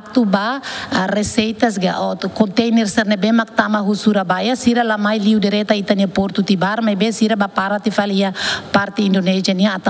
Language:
Tetum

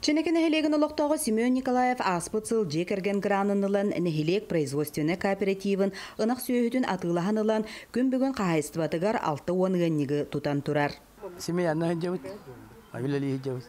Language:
Yakut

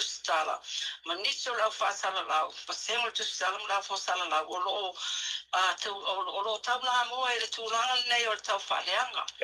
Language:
Samoan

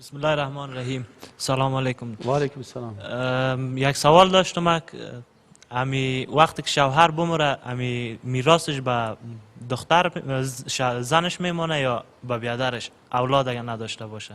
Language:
Persian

